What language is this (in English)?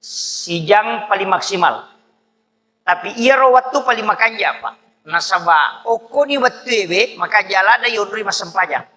Buginese